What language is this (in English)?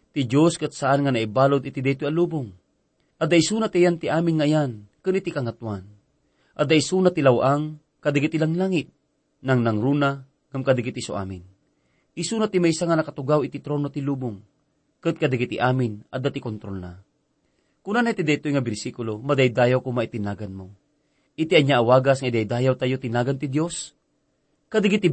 Iloko